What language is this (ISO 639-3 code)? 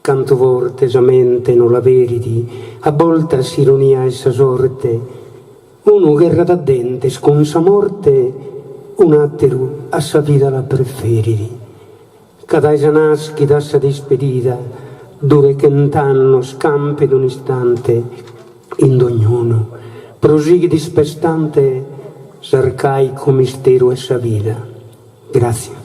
srd